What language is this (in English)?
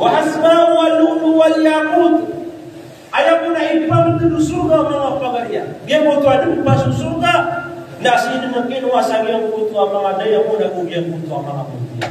Maranao